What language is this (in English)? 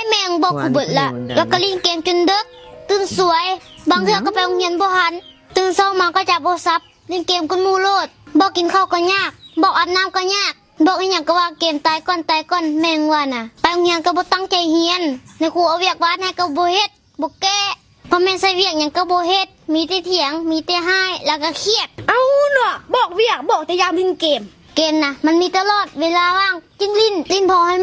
Lao